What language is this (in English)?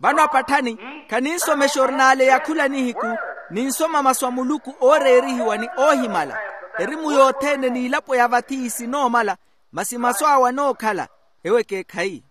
Makhuwa